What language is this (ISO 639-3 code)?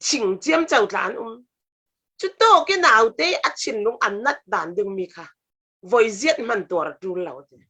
cfm